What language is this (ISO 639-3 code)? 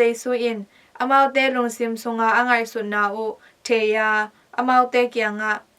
ctd